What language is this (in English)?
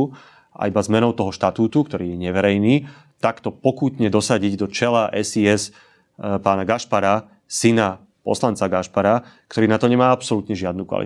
Slovak